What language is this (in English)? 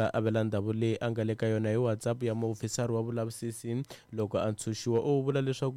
Tsonga